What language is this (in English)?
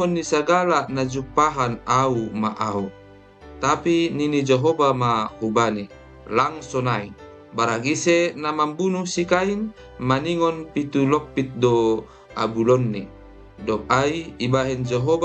Batak Simalungun